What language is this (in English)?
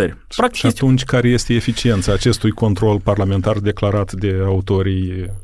Romanian